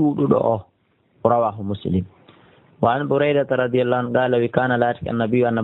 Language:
Fula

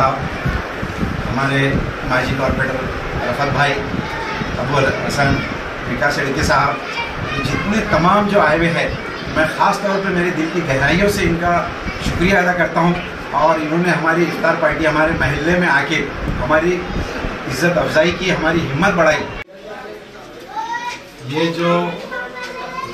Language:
Marathi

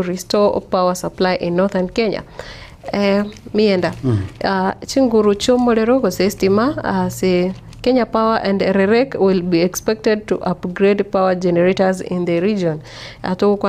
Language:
Gusii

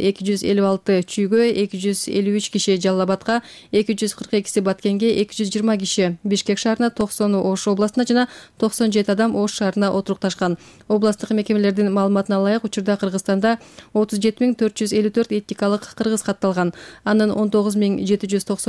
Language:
Kyrgyz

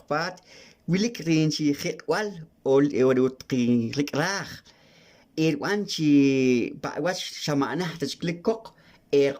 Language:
Poqomchi'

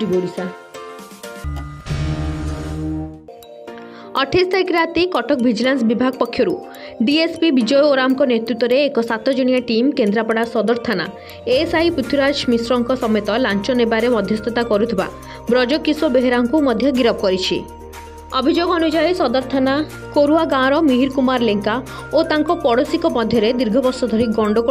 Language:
Odia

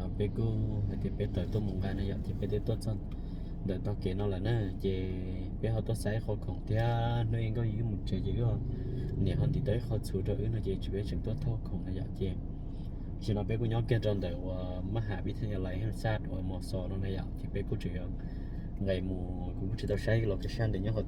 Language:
Hmong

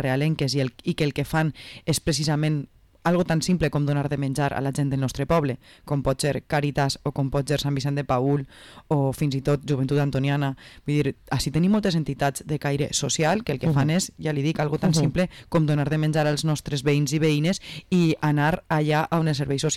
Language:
Catalan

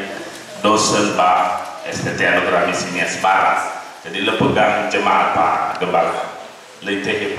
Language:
Nias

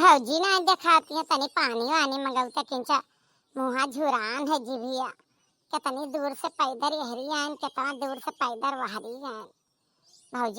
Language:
Awadhi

